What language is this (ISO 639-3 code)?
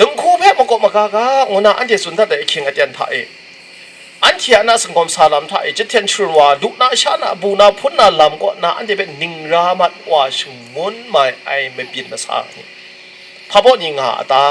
kac